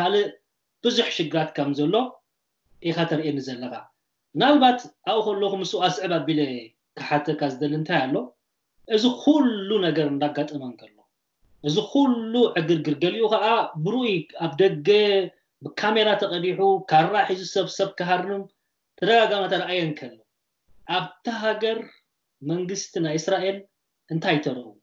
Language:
Tigrinya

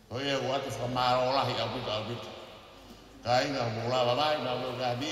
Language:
Tongan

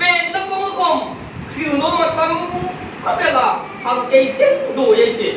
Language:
Hmar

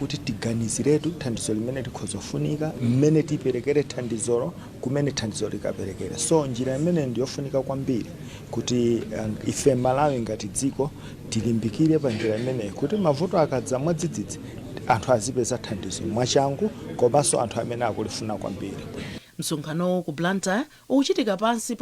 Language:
Nyanja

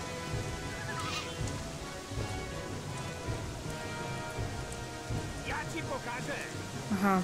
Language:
Polish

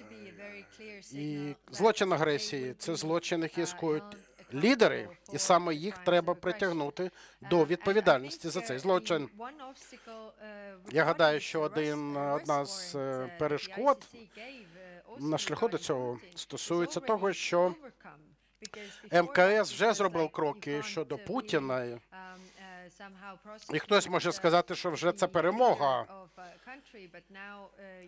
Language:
Ukrainian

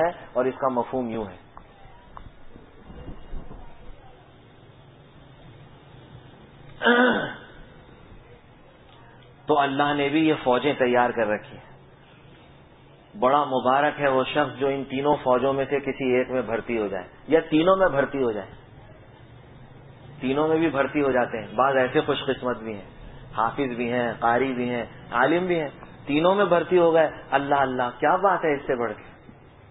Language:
Urdu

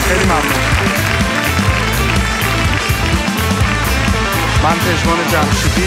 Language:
Persian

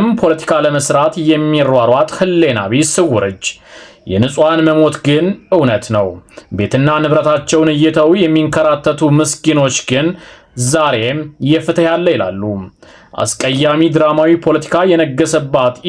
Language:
Amharic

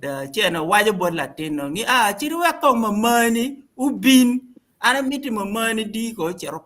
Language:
Acoli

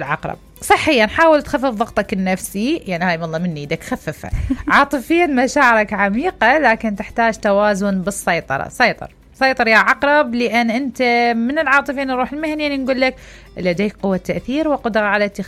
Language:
Mesopotamian Arabic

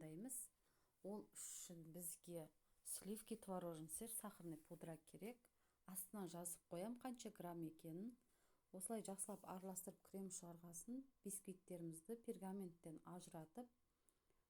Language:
Kazakh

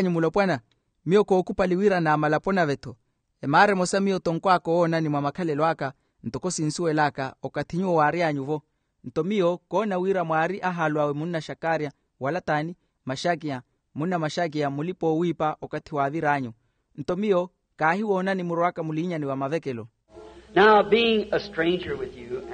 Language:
Makhuwa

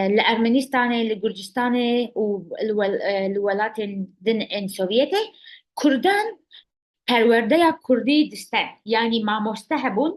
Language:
Kurdish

